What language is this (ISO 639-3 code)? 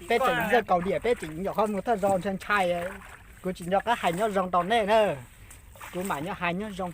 hmn